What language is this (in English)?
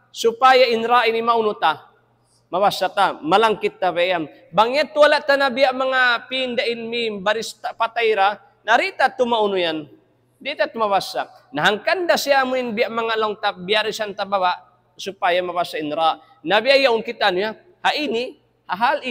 Tausug